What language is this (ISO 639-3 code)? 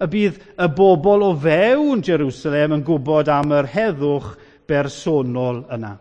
cym